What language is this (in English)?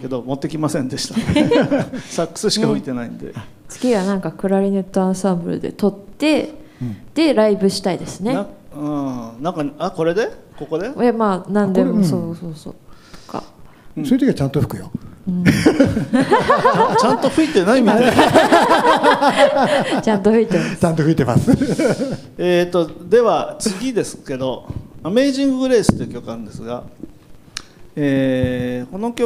Japanese